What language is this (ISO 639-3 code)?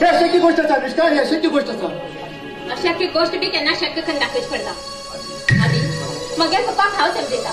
kok